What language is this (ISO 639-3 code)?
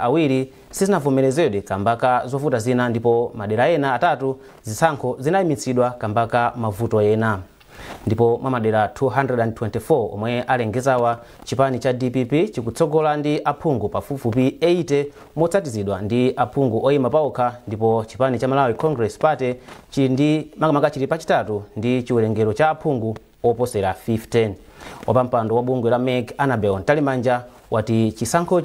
nya